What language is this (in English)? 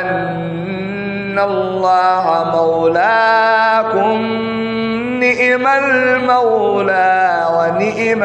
Adamawa Fulfulde